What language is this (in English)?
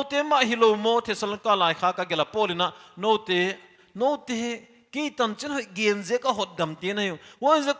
Paite Chin